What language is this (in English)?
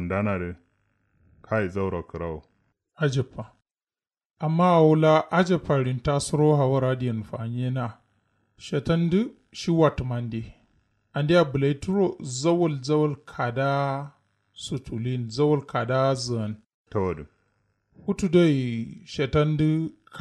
Kanuri